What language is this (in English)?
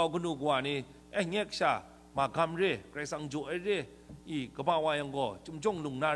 Kachin